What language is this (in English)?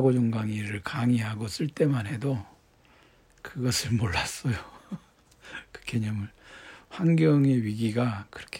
Korean